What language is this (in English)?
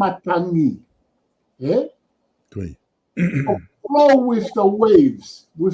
Tongan